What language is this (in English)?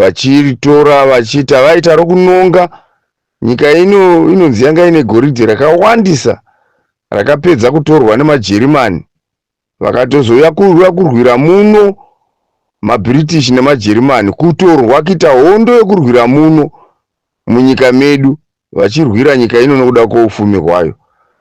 Shona